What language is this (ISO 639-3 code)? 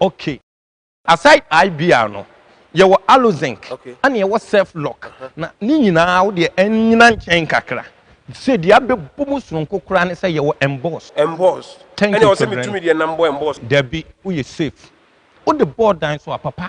aka